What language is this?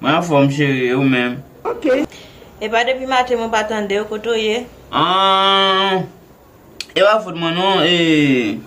Haitian Creole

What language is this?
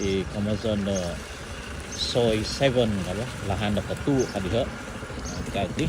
Central Dusun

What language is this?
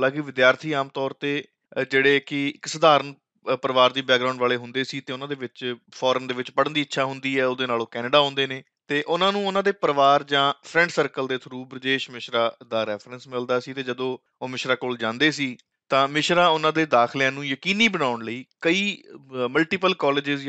Punjabi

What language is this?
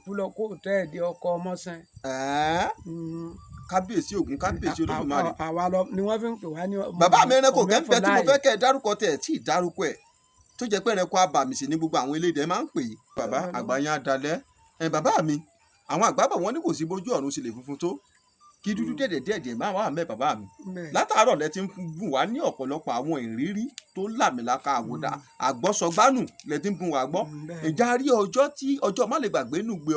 Yoruba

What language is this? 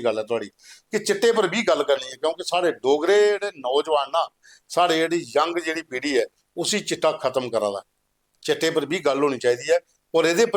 Dogri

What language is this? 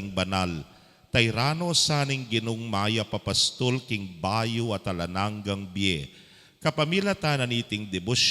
Pampanga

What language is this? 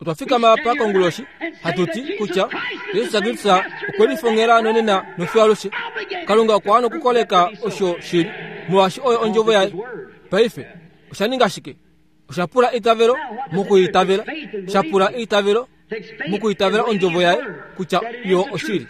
Kuanyama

